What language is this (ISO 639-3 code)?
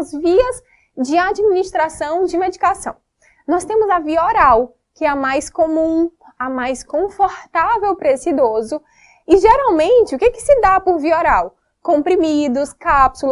por